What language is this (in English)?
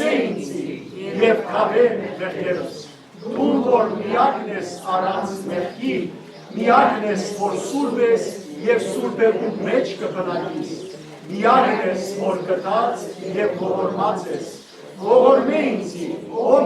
Western Armenian